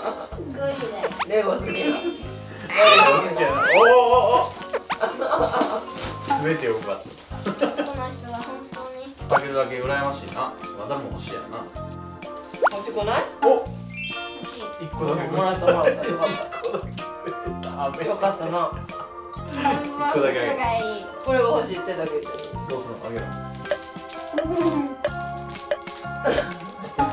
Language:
Japanese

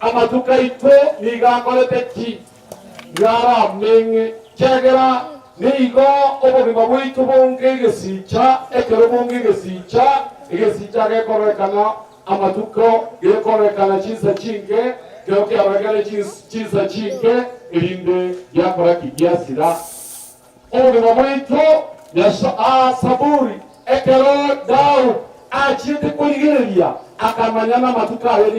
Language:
Gusii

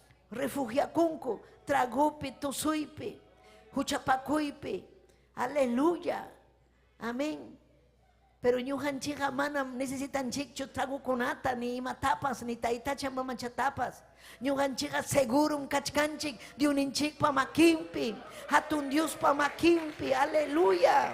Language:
Ayacucho Quechua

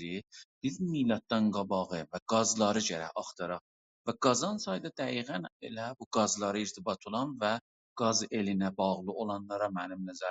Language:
South Azerbaijani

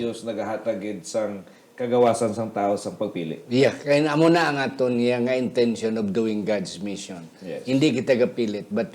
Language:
Hiligaynon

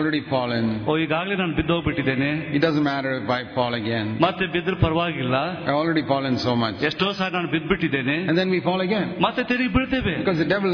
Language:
Kannada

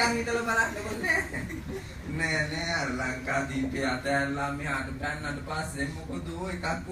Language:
Sinhala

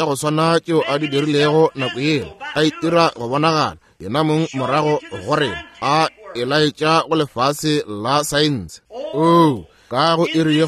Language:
Northern Sotho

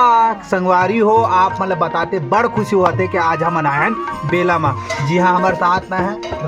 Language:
Chhattisgarhi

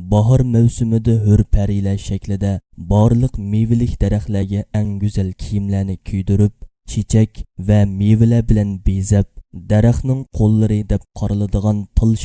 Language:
Uyghur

